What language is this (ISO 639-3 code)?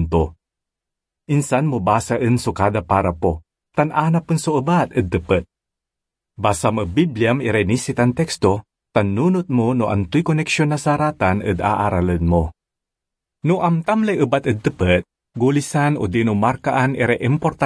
pag